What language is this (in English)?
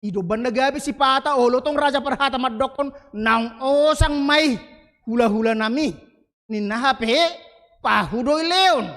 Batak Toba